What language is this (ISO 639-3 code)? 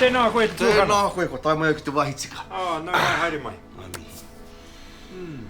mri